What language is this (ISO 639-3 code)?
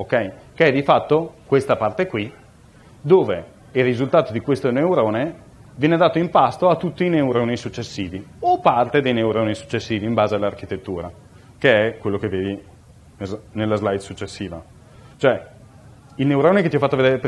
ita